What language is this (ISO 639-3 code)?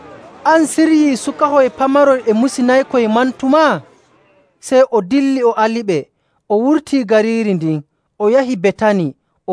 fuv